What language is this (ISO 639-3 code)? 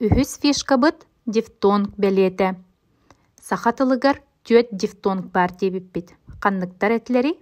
sah